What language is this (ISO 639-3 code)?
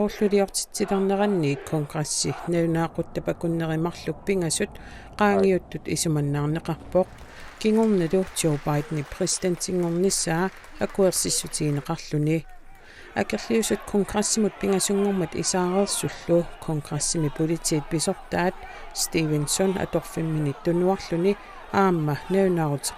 kal